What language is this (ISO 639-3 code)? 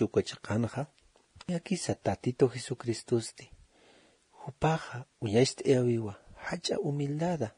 aym